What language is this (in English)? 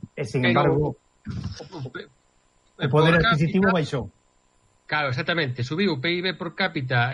Galician